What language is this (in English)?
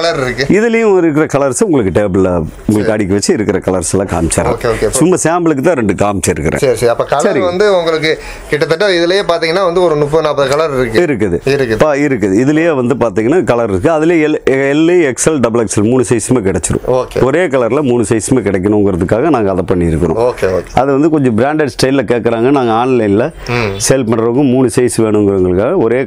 Tamil